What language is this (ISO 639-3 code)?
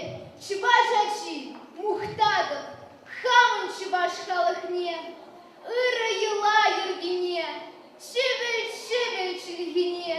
chv